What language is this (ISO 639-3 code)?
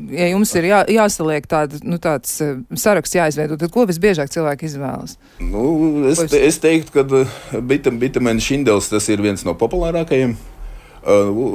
lav